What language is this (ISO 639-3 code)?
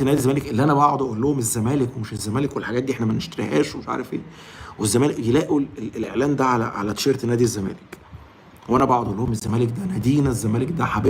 arz